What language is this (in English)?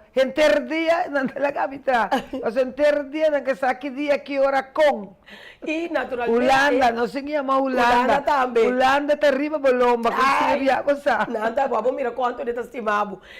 Papiamento